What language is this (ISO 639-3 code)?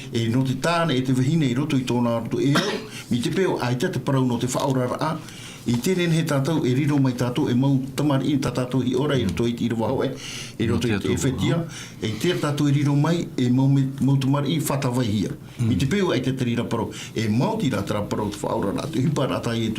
tah